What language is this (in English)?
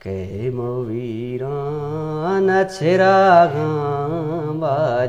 Eastern Balochi